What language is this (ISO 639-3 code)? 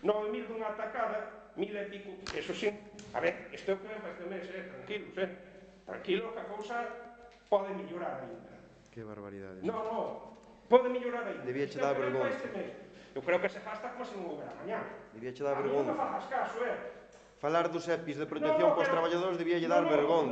glg